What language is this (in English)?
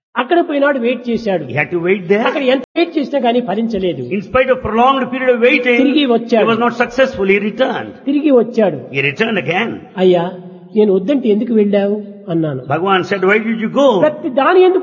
Telugu